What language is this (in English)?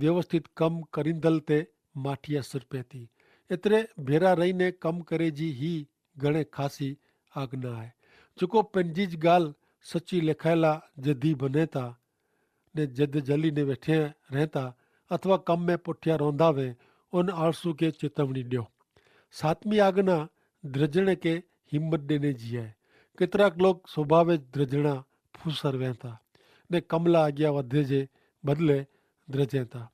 Kachhi